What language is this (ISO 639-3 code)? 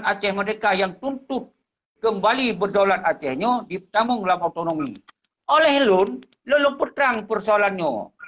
ace